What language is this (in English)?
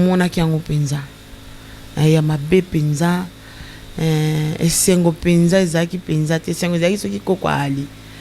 Lingala